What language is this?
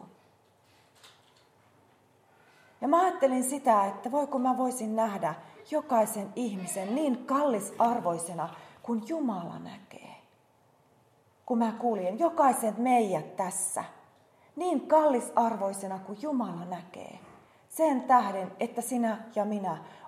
Finnish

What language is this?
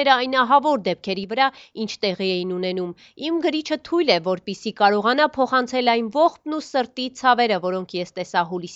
Armenian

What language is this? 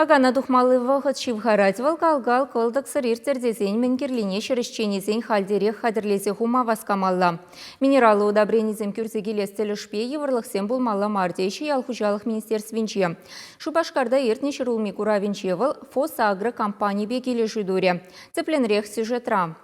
Chuvash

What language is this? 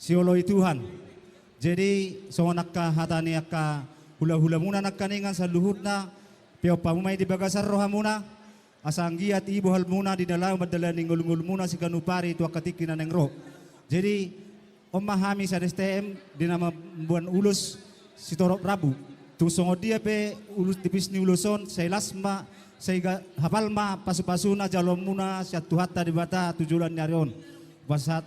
Batak Toba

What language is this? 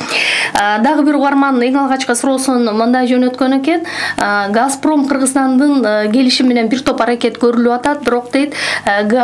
Kyrgyz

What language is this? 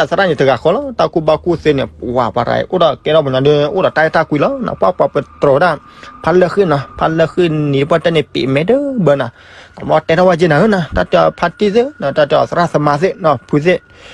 S'gaw Karen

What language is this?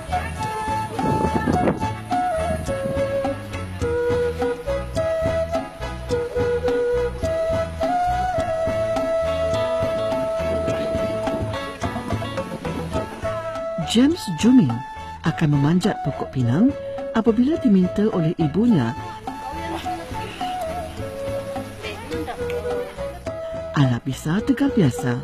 Malay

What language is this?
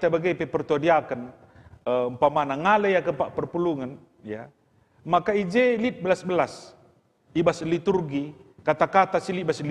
Batak Karo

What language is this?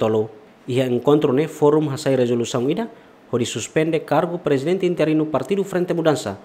Tetum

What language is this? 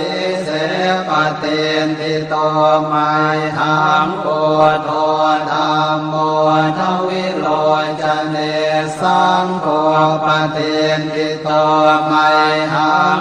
Pali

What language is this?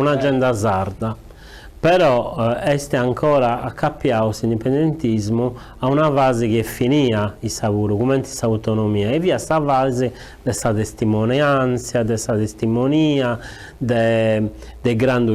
Sardinian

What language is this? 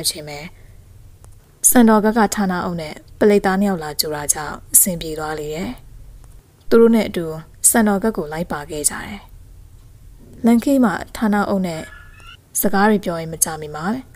Burmese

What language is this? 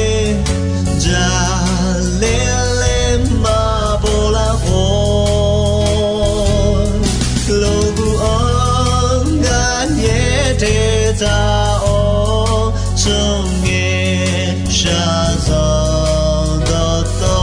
Akha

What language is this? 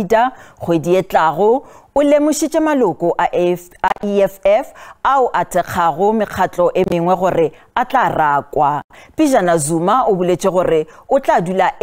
Northern Sotho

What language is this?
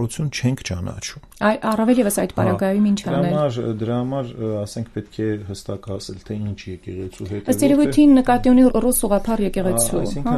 Armenian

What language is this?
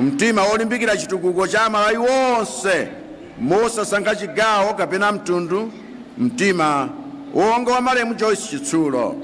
Nyanja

